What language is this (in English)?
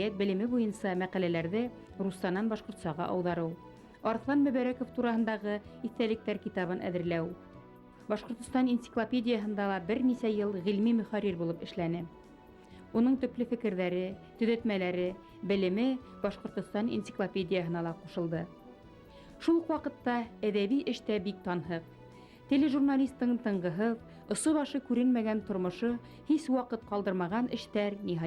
Bashkir